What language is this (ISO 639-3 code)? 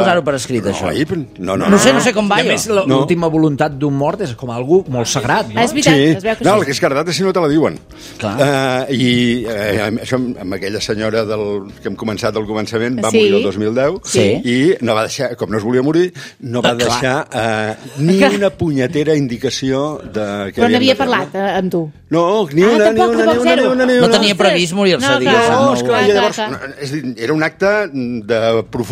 cat